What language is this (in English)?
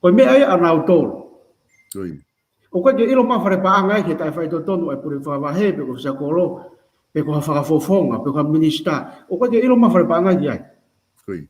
Tongan